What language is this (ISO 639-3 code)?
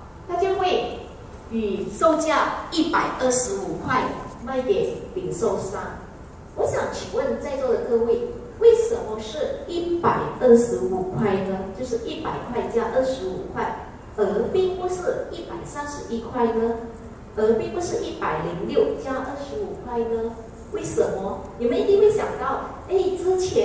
zho